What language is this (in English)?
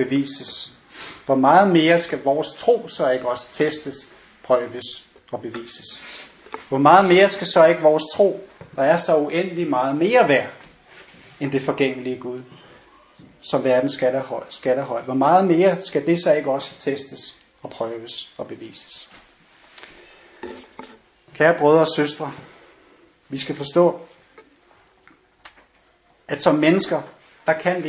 Danish